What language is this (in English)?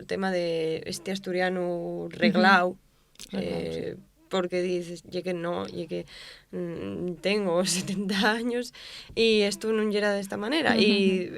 Asturian